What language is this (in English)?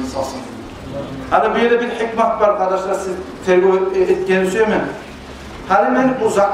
Kumyk